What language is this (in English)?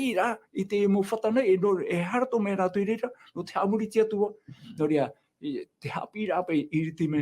Tahitian